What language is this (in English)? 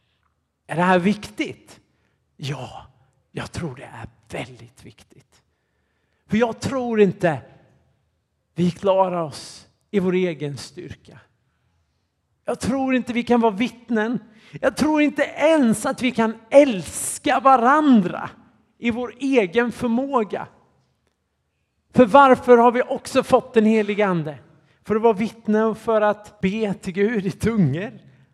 Swedish